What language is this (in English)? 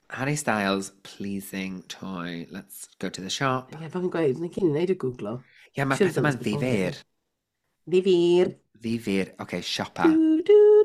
Welsh